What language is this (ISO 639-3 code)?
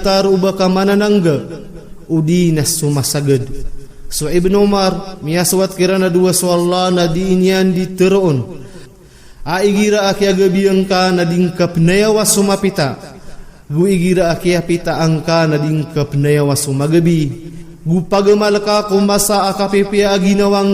mrw